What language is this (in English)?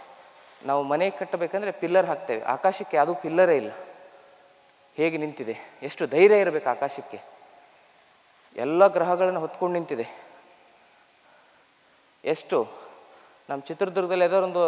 Kannada